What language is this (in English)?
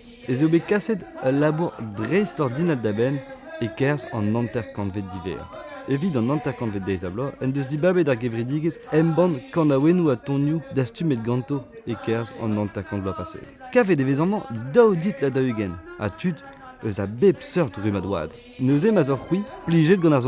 Breton